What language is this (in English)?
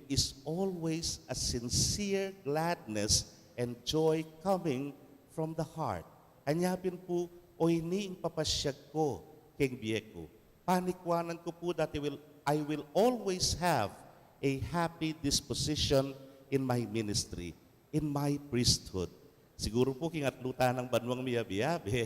Pampanga